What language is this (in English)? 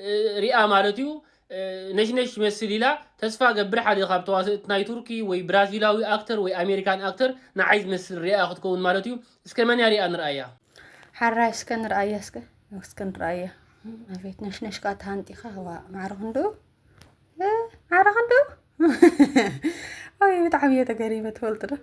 Tigrinya